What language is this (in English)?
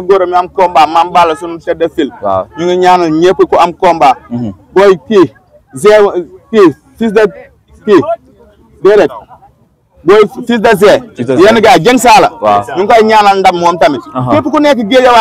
Wolof